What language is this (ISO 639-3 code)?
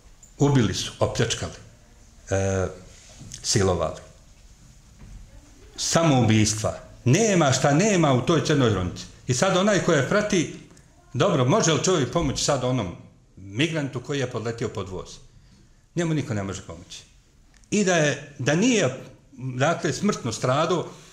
bos